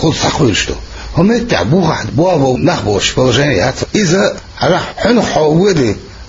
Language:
Chechen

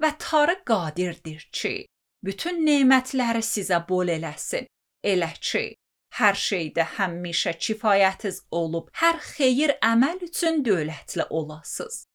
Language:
Azerbaijani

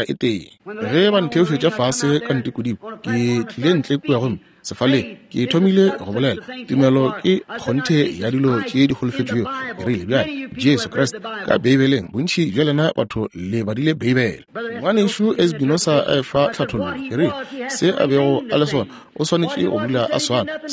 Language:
Northern Sotho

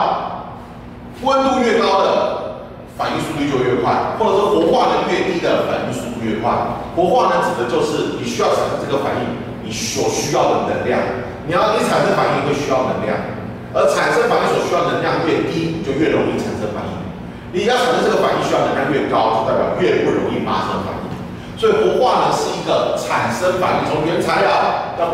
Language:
Chinese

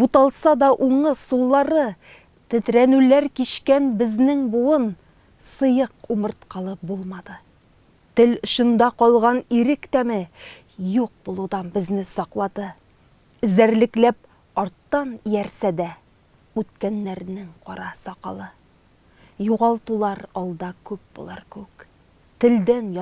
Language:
Tatar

